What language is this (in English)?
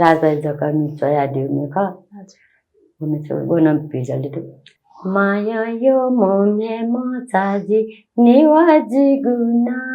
Newari